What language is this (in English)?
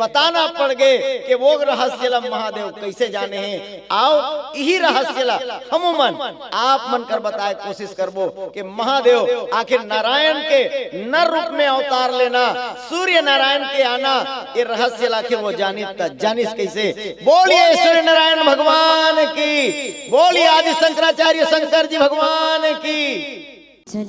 Chhattisgarhi